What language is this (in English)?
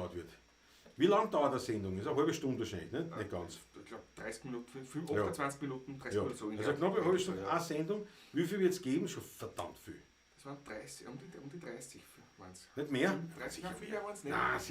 Bavarian